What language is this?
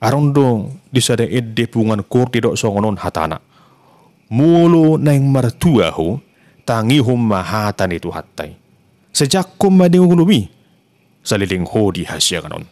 Batak Toba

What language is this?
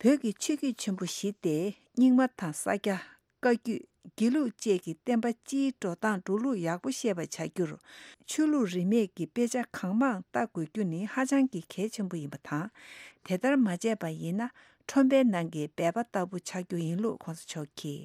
Tibetan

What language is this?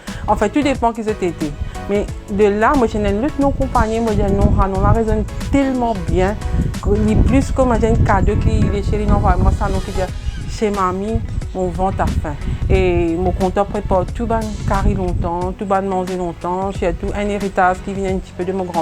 Morisyen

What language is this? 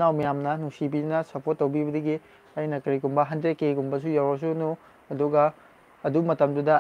Manipuri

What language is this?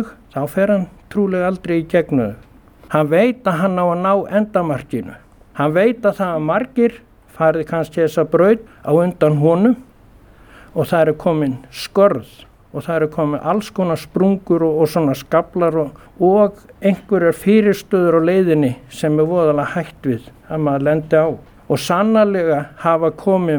Icelandic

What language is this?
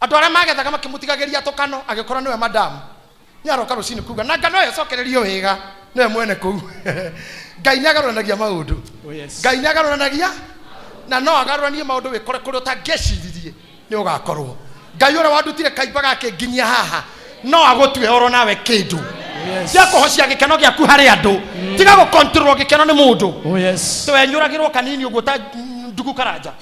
Kikuyu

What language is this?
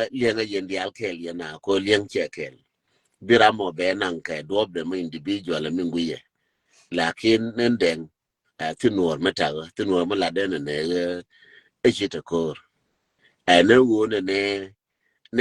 Nuer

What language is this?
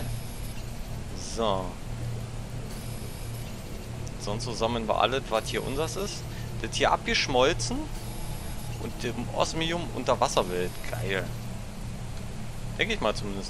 German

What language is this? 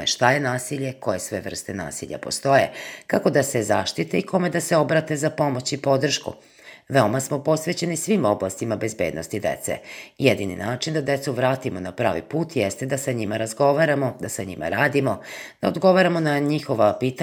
Serbian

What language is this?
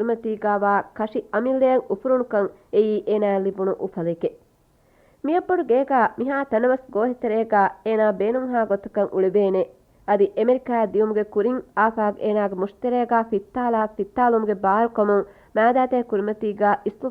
Divehi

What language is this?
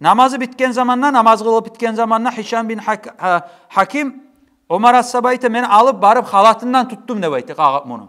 Kumyk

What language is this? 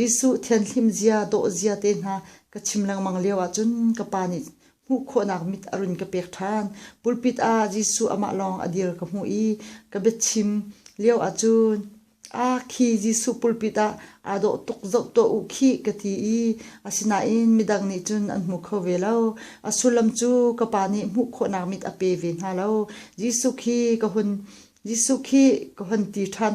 Hakha Chin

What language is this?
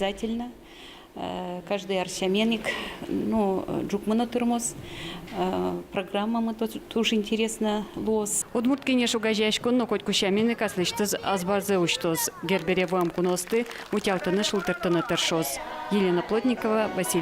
Udmurt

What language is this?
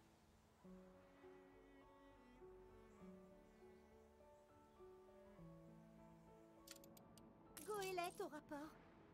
French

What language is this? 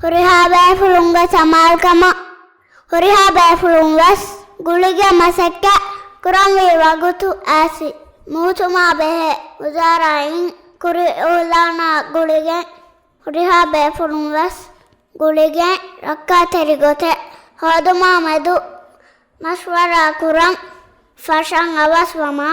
Divehi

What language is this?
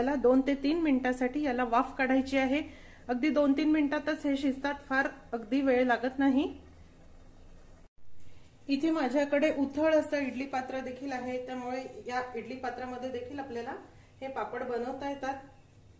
Marathi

